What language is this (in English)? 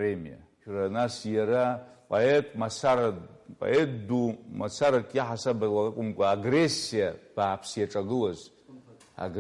Abkhazian